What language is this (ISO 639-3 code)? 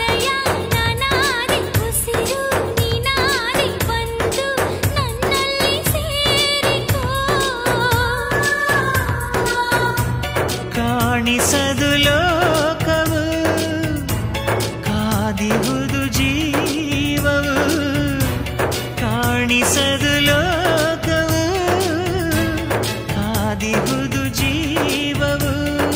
kan